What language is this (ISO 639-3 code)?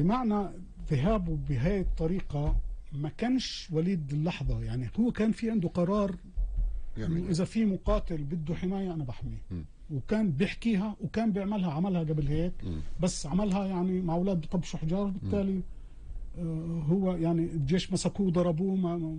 apc